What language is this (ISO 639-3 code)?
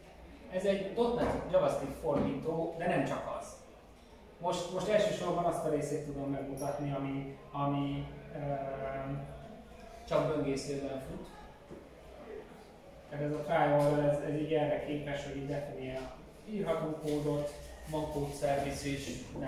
hun